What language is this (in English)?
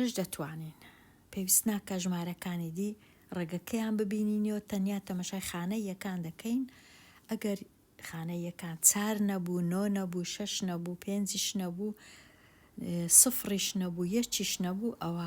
Central Kurdish